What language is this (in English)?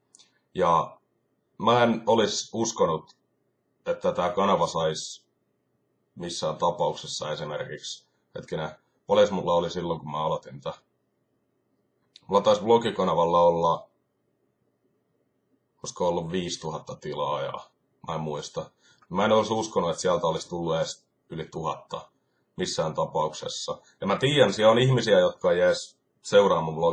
Finnish